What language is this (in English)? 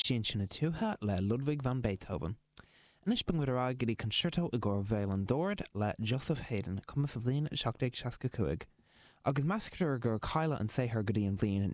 Irish